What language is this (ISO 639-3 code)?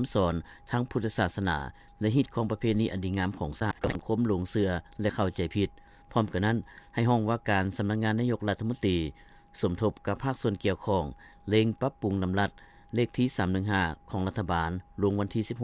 lao